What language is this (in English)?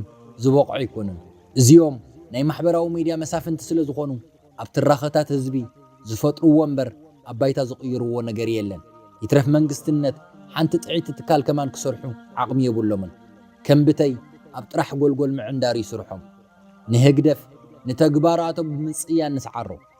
Tigrinya